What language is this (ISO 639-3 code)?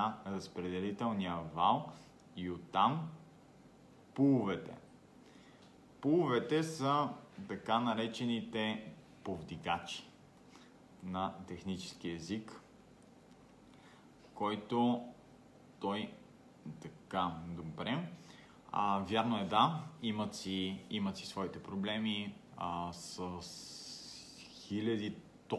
bul